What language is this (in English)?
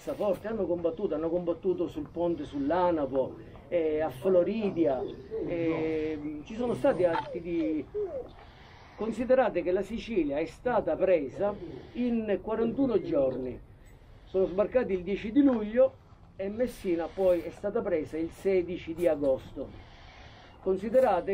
Italian